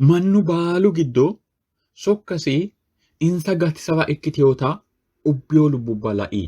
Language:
Sidamo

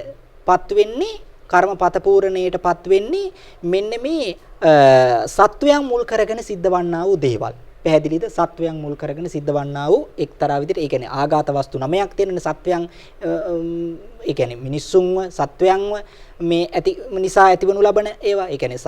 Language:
Sinhala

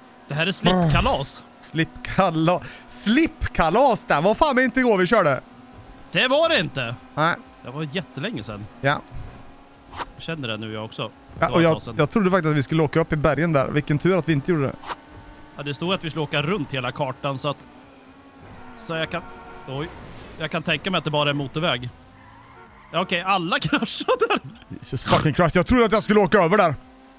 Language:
Swedish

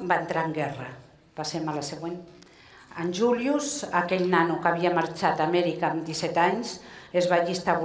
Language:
Catalan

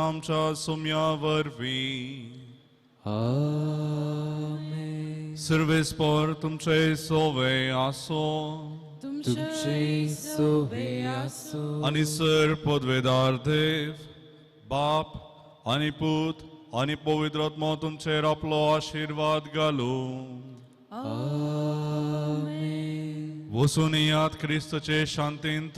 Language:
Konkani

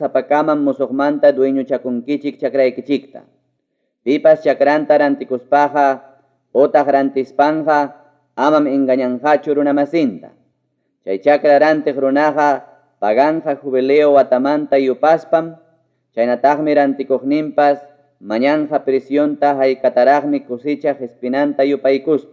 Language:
Ayacucho Quechua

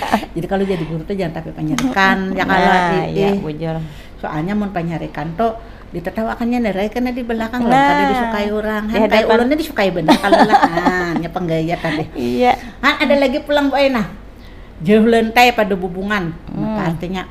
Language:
Banjar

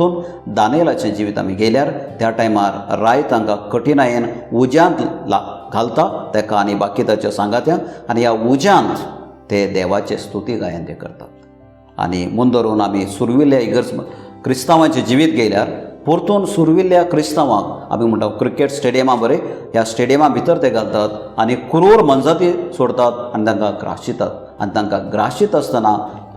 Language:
Konkani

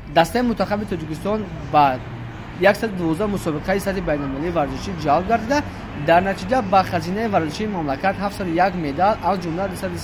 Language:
Tajik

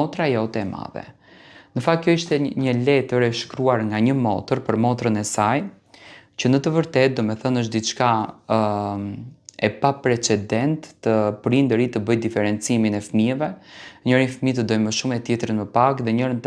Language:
Albanian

